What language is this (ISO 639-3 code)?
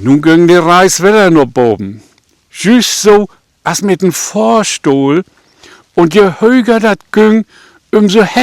nds